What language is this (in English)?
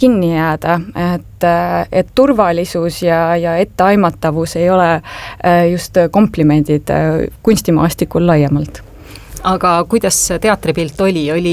Estonian